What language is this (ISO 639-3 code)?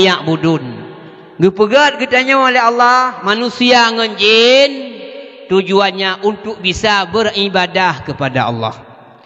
ace